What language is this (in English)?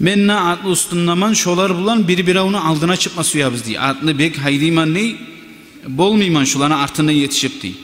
Kumyk